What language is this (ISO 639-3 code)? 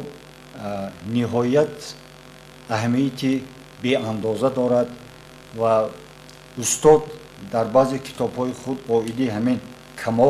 tgk